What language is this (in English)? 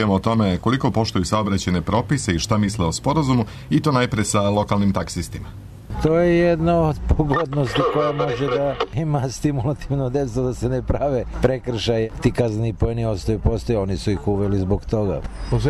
Serbian